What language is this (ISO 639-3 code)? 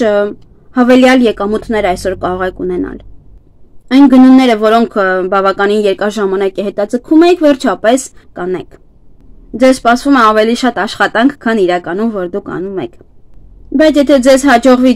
hye